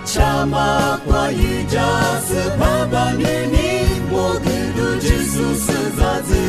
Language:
Lisu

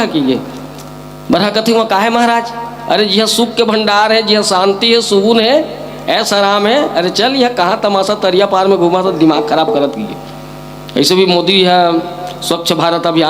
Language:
Chhattisgarhi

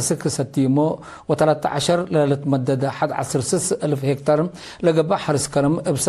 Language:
Tigre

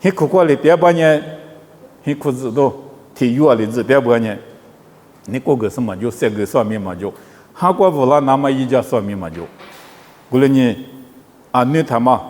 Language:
Lisu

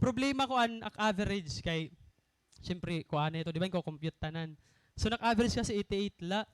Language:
Waray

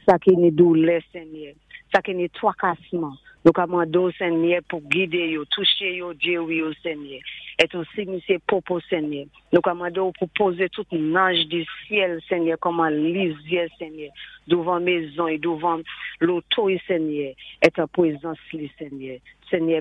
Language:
Saint Lucian Creole French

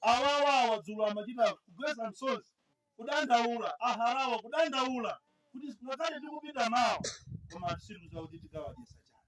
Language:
Nyanja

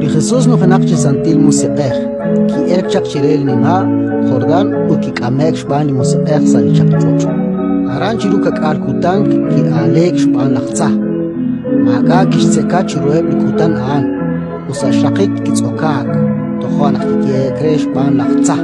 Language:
Kekchí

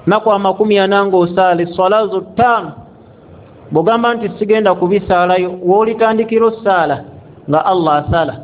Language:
Ganda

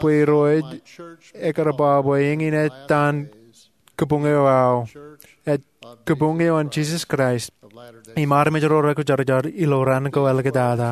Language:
Marshallese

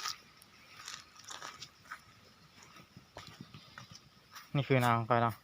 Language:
Lao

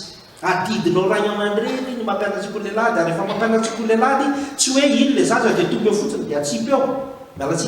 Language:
Malagasy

